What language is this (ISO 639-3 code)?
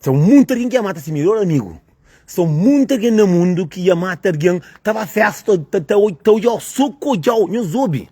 kea